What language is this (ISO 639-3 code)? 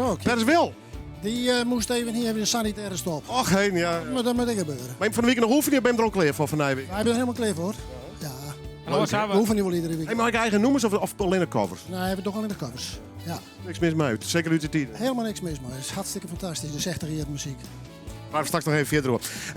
fry